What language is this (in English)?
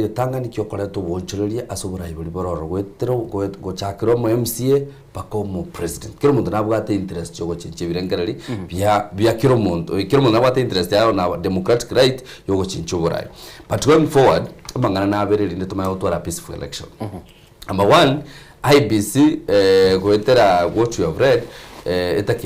Gusii